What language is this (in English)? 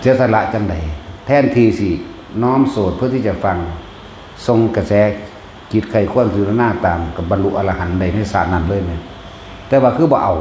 Lao